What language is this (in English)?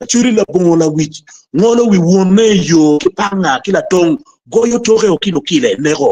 Acoli